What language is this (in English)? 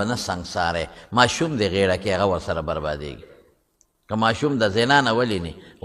Pashto